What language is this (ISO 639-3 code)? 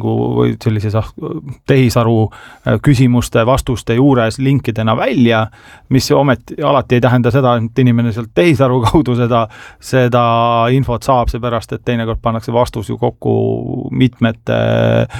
est